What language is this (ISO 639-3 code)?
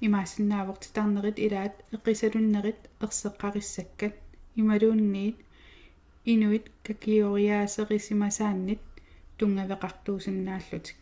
kal